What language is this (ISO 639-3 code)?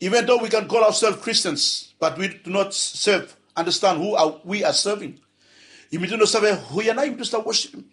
bis